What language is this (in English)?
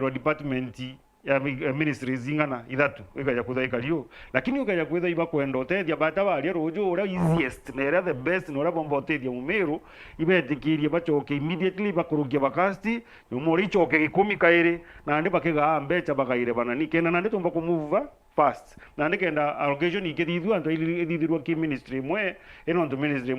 Meru